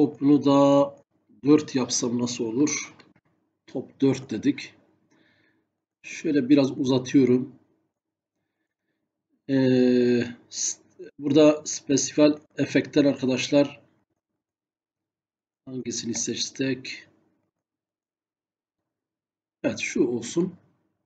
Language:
Turkish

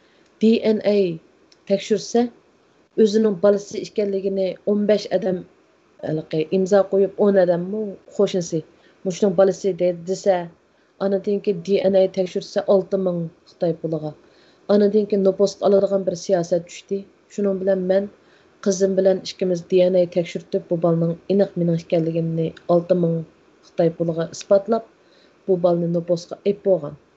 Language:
Uyghur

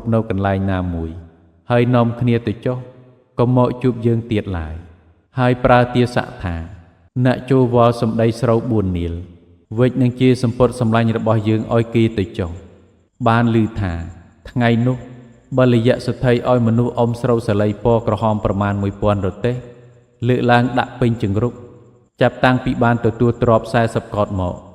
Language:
Khmer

